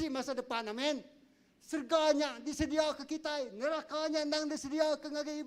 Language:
Iban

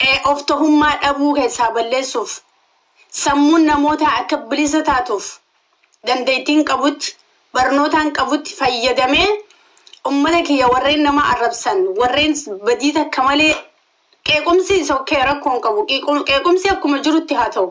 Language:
Oromo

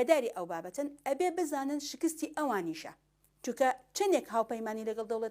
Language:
Kurdish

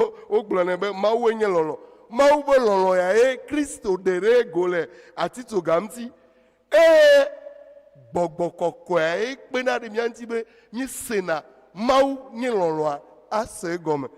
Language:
Ewe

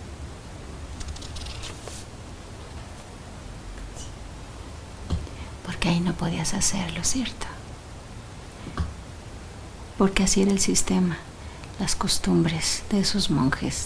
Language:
Spanish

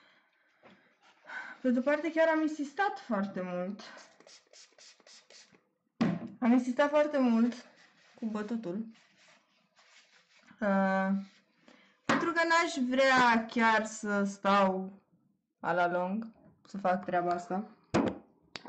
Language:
Romanian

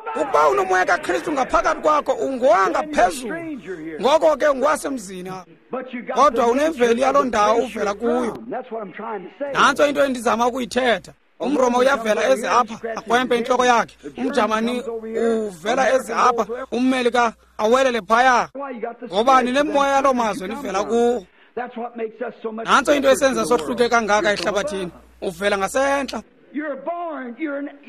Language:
Xhosa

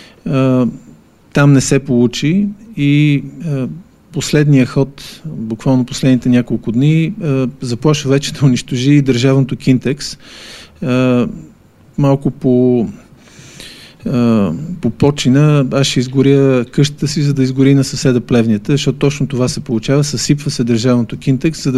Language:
Bulgarian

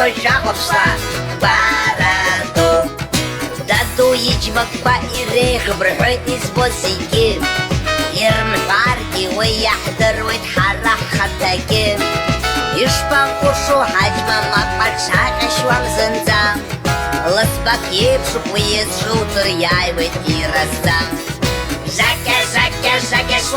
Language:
Abkhazian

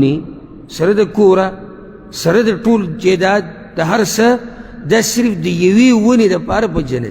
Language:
Pashto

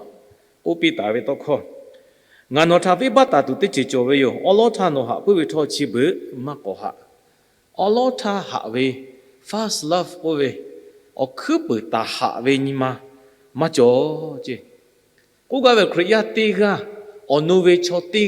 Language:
Lahu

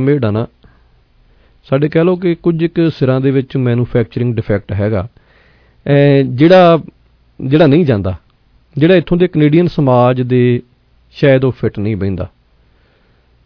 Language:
Punjabi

